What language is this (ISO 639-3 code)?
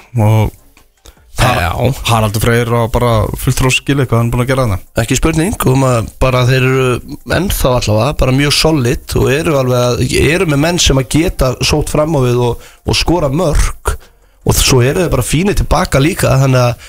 isl